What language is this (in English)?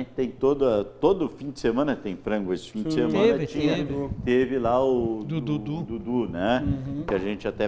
Portuguese